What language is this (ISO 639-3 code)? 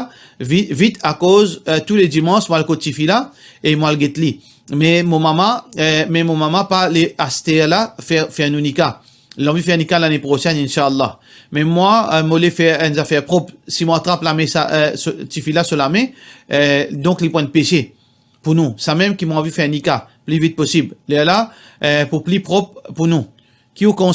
mfe